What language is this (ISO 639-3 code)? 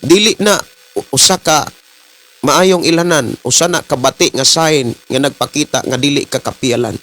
ceb